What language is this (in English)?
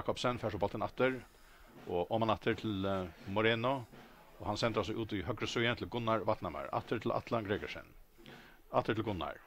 Faroese